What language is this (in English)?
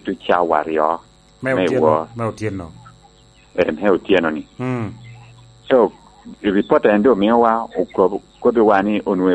Lango (Uganda)